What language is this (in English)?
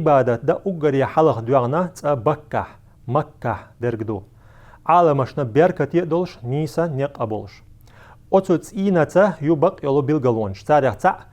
Chechen